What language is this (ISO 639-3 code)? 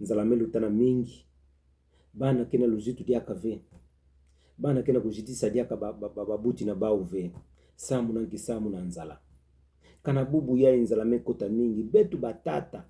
ktu